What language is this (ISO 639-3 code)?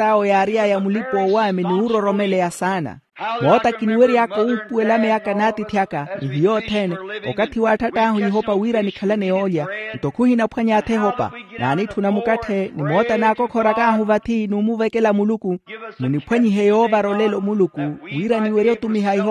vmw